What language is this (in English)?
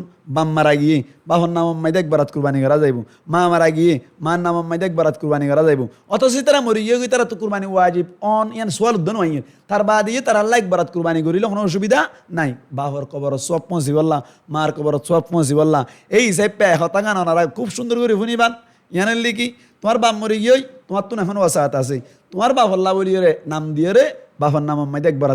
Rohingya